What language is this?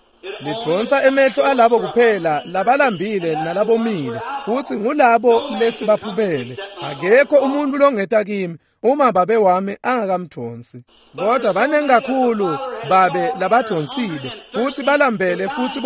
Swati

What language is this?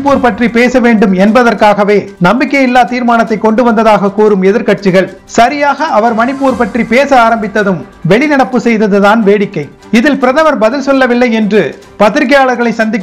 Tamil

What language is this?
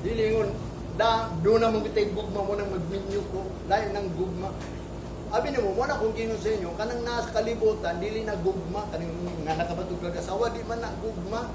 Cebuano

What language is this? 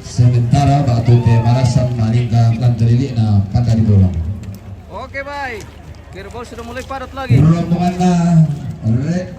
Toraja-Sa'dan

